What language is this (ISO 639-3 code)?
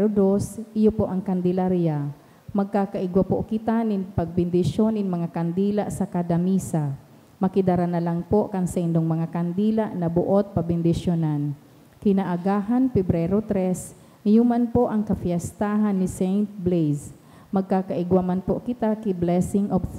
bik